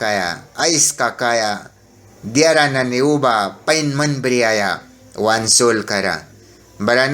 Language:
Mískito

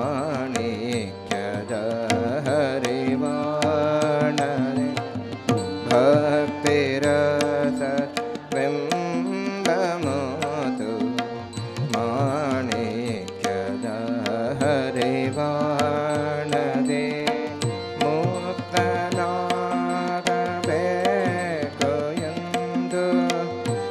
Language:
Kannada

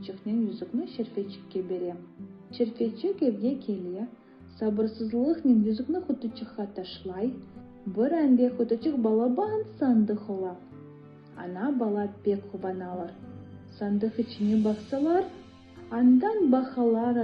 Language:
Crimean Tatar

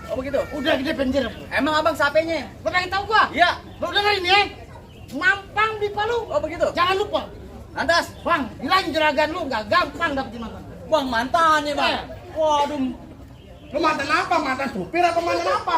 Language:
Betawi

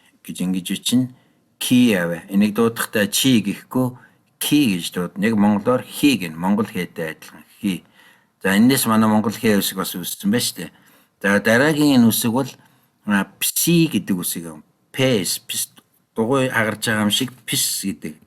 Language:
Mongolian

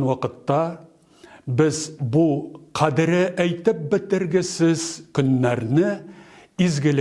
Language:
Tatar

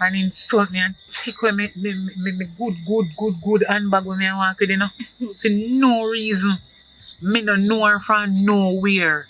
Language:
Jamaican Creole English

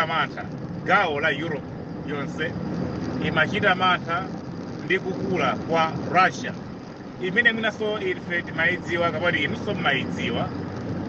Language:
Nyanja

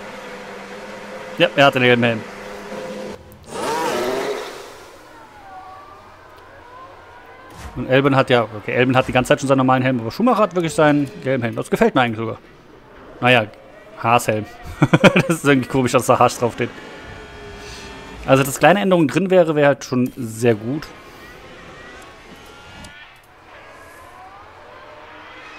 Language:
German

